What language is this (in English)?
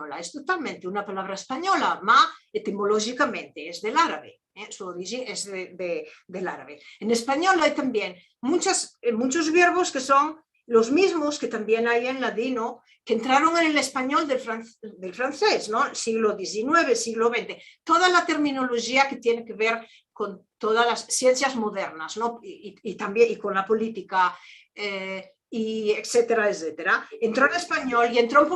Ladino